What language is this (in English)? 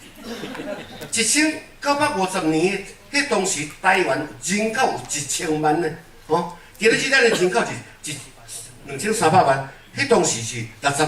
Min Nan Chinese